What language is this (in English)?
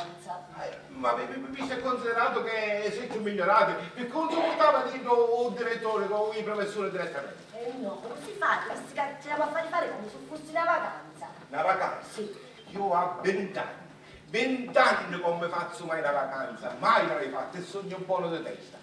Sicilian